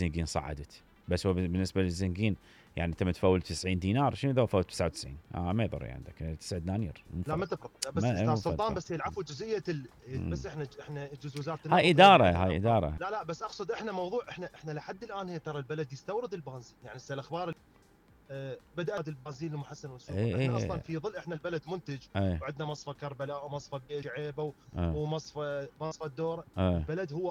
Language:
Mesopotamian Arabic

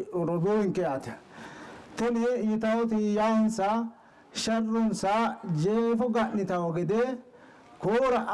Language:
Sidamo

